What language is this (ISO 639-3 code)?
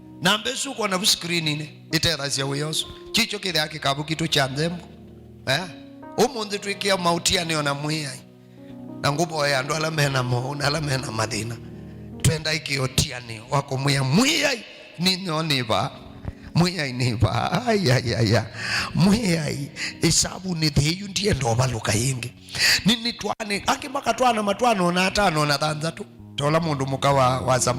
kam